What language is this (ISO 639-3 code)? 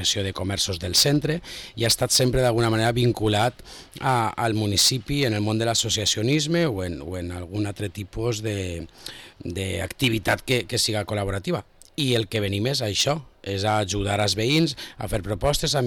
cat